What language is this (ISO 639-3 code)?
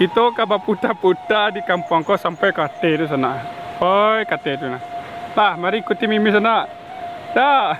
min